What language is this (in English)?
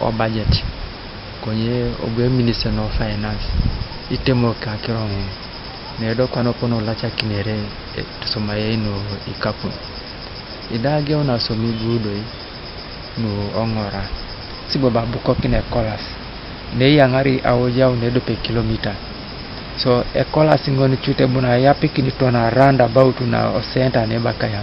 Teso